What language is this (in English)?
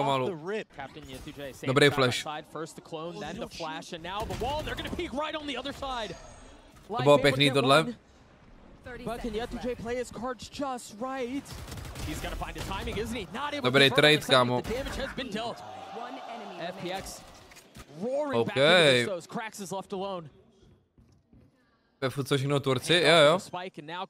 Czech